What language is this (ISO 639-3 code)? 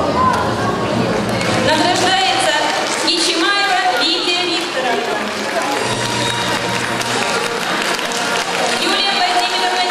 rus